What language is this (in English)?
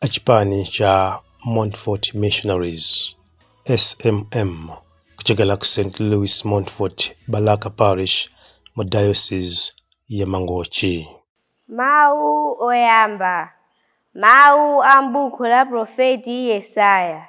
Nyanja